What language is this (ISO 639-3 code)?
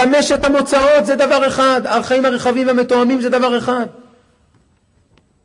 heb